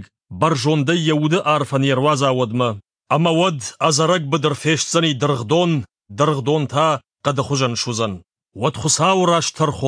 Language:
Ossetic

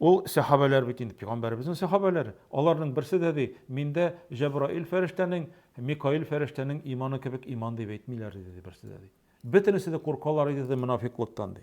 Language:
Tatar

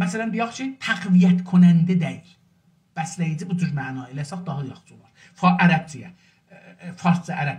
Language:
South Azerbaijani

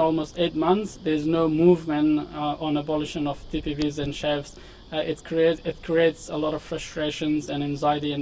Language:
Kurdish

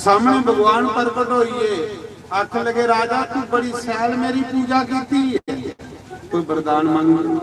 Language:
Dogri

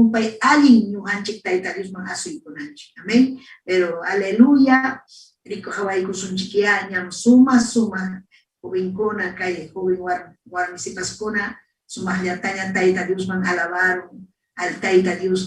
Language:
Ayacucho Quechua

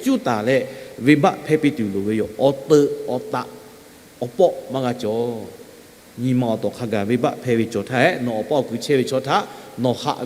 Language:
Lahu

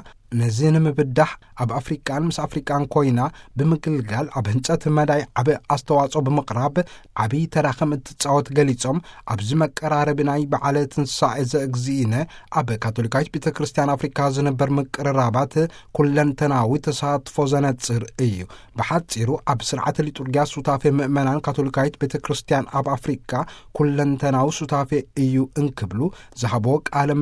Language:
Tigrinya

